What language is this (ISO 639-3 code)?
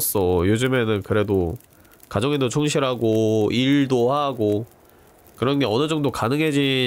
kor